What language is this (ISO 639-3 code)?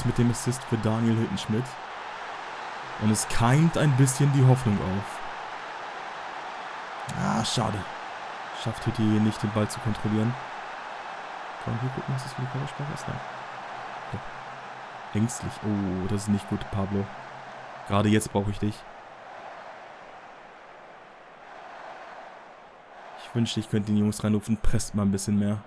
deu